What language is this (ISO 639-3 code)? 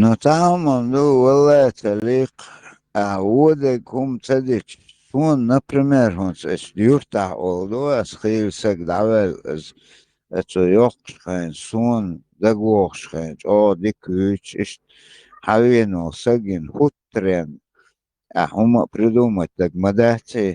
che